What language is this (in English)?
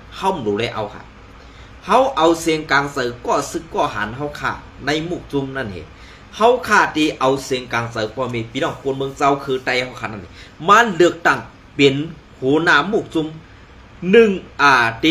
Shan